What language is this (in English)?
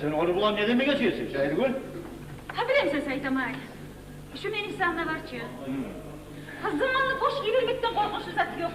Kumyk